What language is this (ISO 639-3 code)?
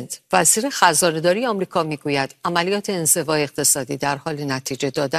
fas